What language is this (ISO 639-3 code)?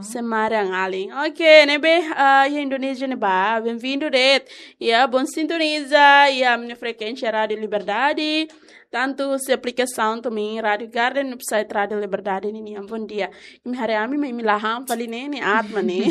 tet